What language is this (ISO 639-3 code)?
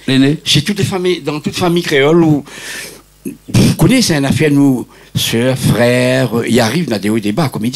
rcf